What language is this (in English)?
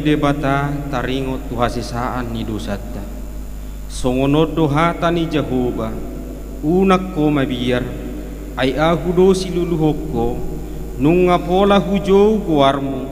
Batak Toba